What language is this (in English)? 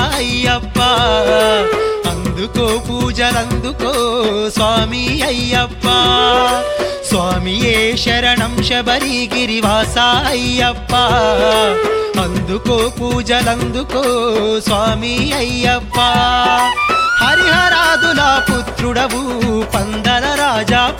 Telugu